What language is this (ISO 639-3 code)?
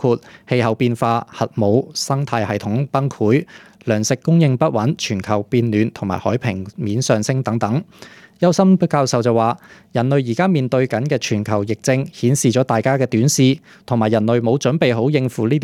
yue